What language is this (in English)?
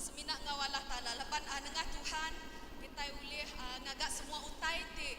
Iban